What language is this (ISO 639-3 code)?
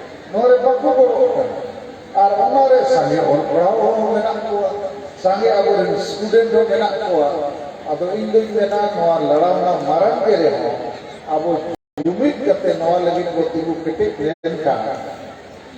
sat